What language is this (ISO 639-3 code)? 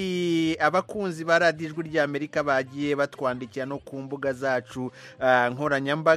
kin